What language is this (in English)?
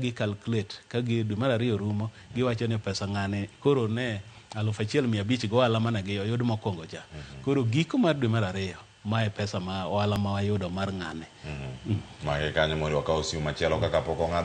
Luo (Kenya and Tanzania)